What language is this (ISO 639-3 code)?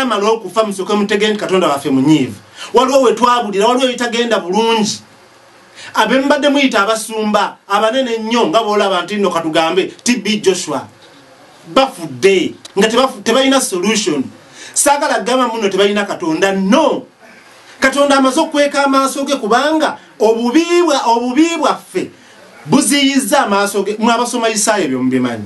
lug